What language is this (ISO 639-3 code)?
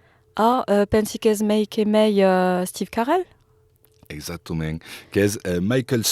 oci